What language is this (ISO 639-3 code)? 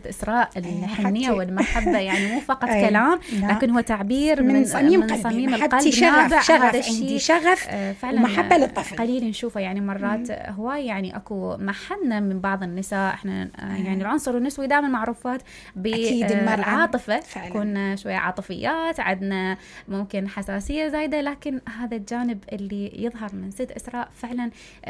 acm